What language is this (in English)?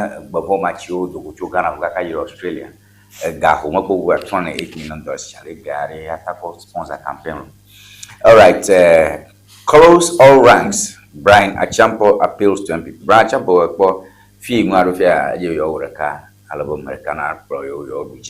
Ewe